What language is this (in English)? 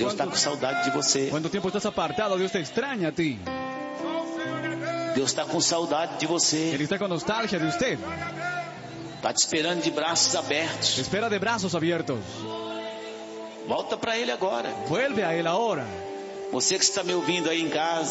Portuguese